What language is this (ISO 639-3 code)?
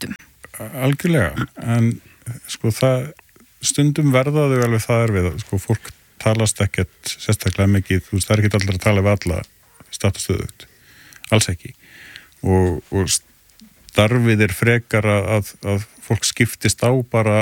isl